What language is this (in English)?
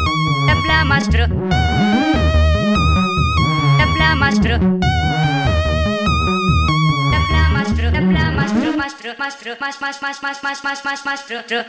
Kannada